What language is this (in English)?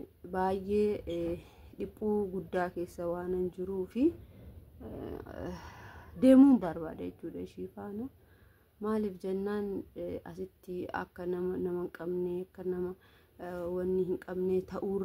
Oromo